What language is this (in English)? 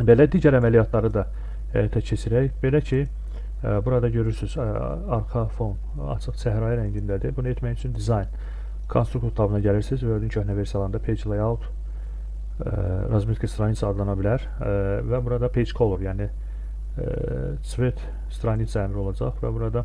Azerbaijani